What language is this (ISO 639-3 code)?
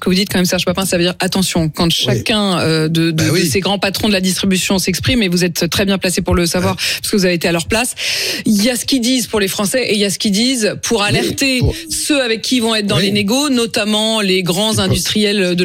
fra